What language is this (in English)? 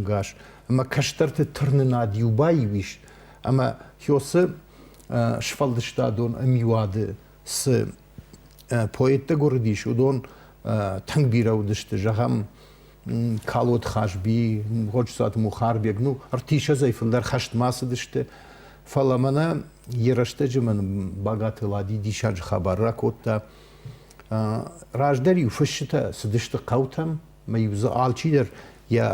Ossetic